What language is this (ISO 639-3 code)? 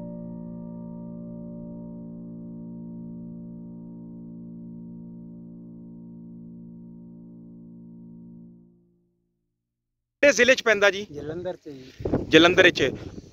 pan